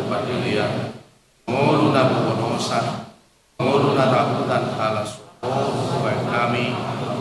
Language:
Batak Toba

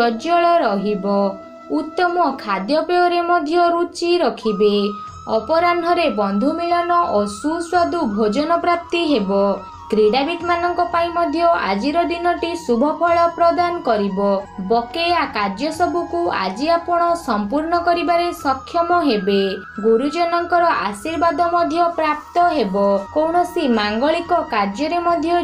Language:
Odia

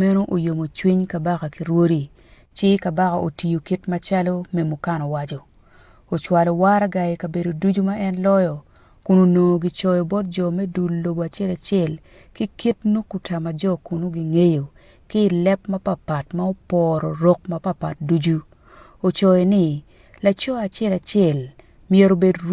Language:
Acoli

